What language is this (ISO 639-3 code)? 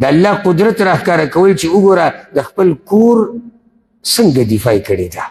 pus